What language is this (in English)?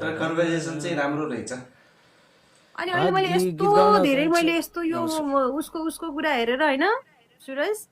Nepali